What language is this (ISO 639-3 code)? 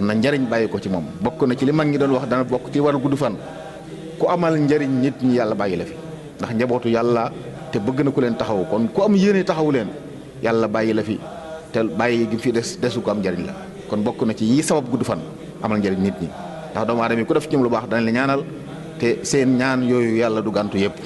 wol